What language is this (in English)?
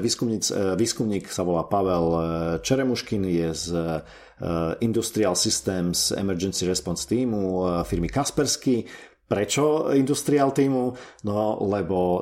Slovak